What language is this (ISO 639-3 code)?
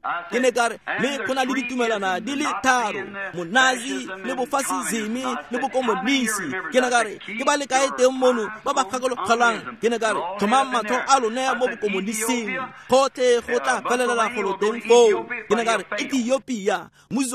tsn